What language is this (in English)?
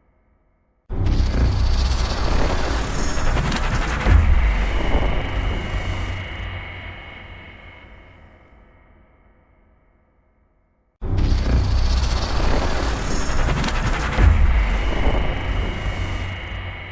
Gusii